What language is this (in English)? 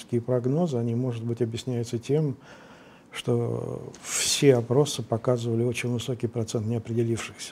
Russian